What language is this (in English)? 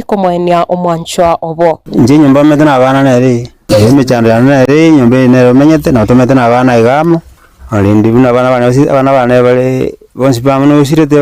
Gusii